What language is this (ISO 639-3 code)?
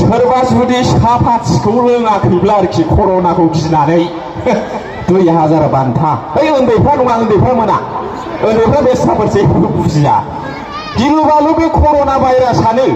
brx